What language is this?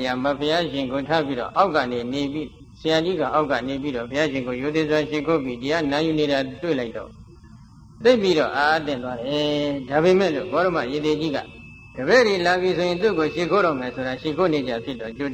Burmese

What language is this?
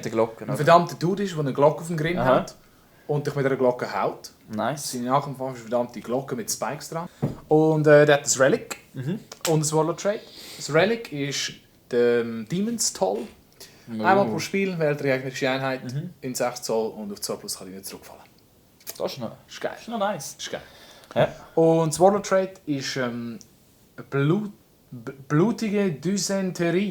Swiss German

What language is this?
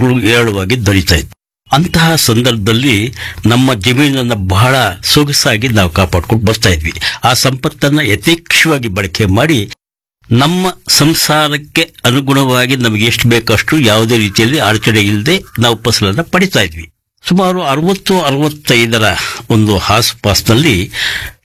Kannada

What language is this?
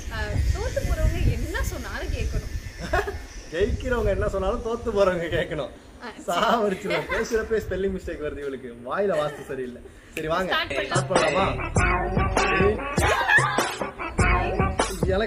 Tamil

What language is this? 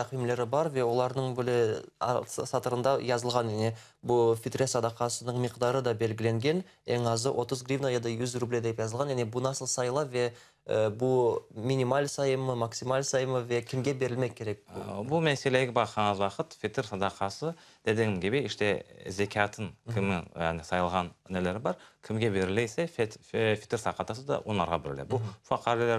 Crimean Tatar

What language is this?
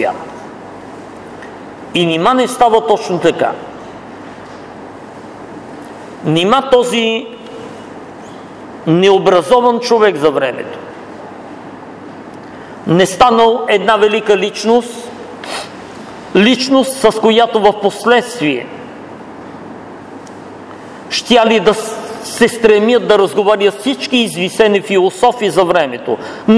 Bulgarian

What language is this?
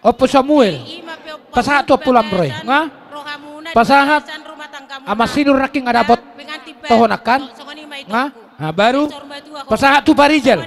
Batak Toba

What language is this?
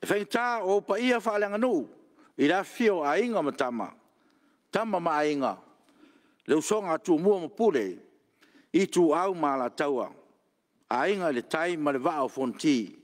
Samoan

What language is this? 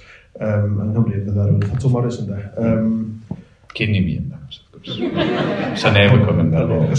Welsh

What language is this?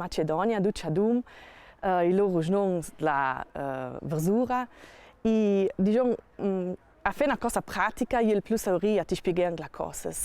Ladin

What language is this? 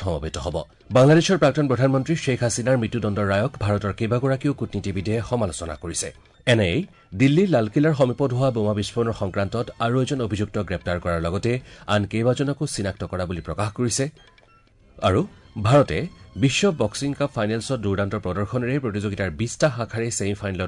Assamese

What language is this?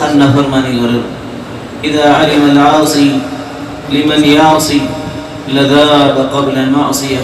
Rohingya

